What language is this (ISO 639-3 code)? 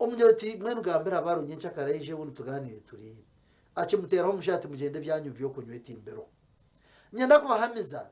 nyn